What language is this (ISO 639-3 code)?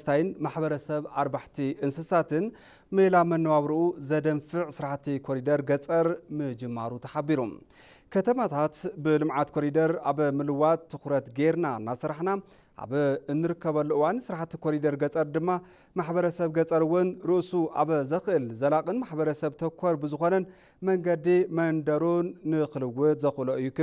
tir